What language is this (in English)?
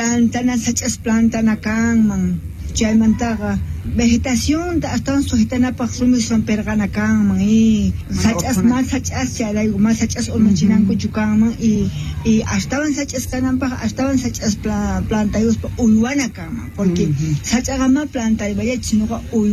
Quechua